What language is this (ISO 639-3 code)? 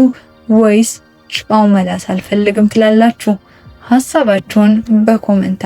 amh